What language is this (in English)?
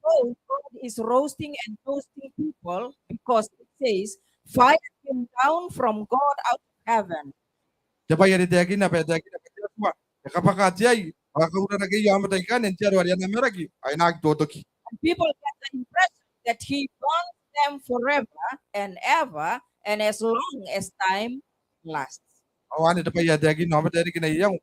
Gilbertese